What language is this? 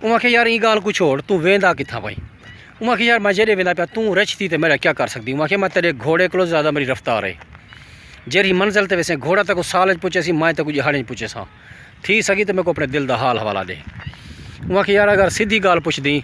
Saraiki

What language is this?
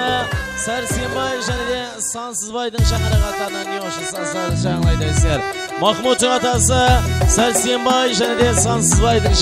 Kara-Kalpak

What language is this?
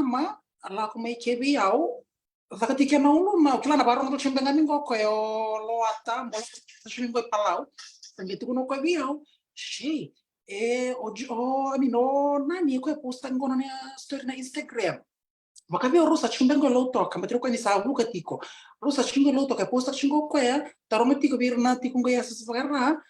Fijian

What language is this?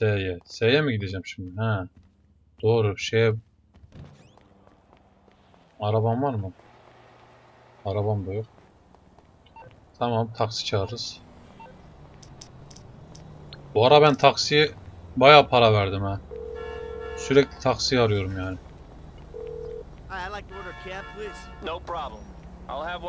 Turkish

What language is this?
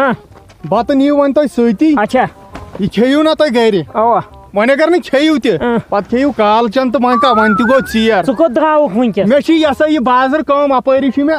Kashmiri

